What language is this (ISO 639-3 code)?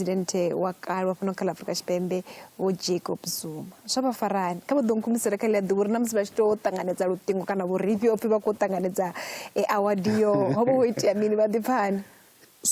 ven